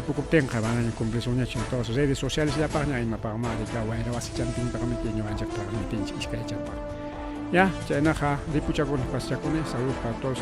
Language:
Ayacucho Quechua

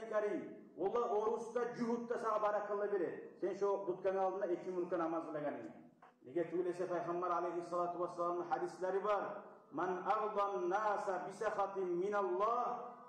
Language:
Kumyk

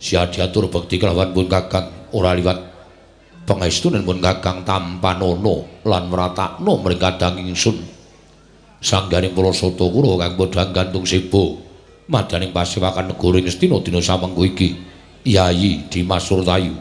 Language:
Javanese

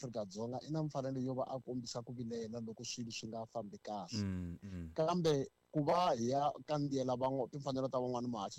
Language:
Tsonga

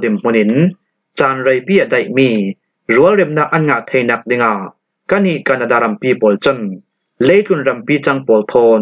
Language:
Falam Chin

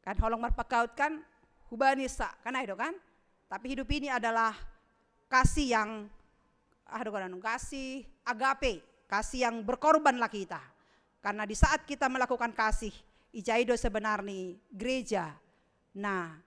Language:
Batak Simalungun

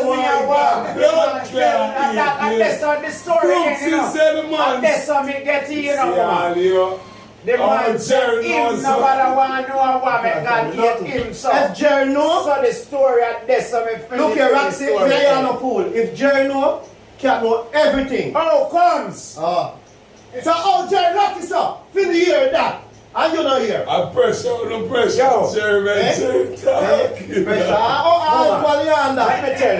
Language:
Jamaican Creole English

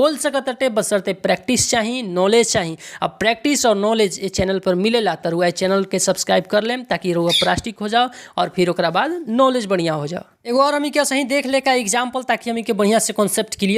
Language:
Bhojpuri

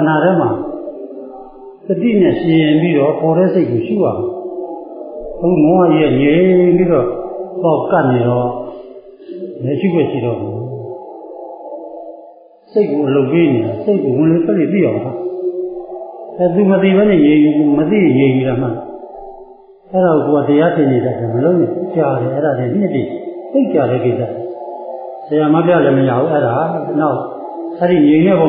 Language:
Burmese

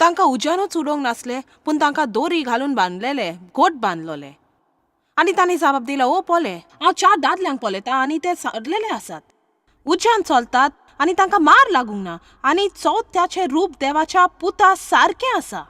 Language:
Konkani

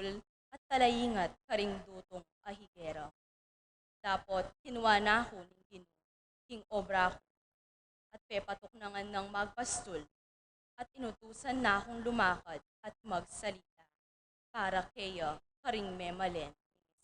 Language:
Pampanga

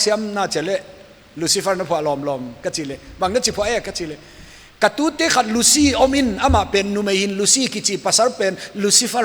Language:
Paite Chin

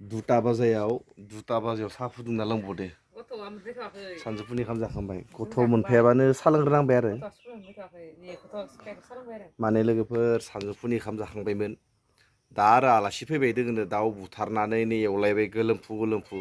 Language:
Bodo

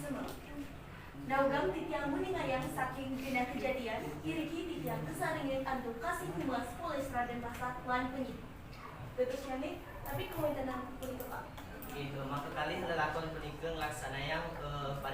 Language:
Balinese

